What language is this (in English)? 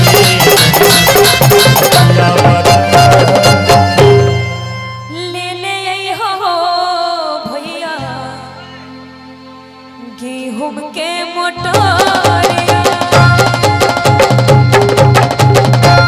Bhojpuri